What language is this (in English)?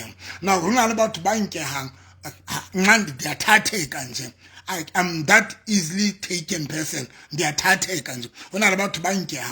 Southern Sotho